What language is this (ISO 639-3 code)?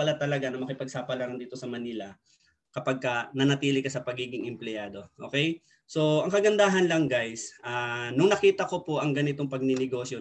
fil